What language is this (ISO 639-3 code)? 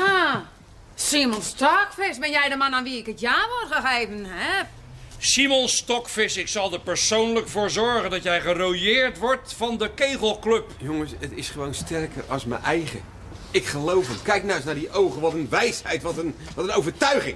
nld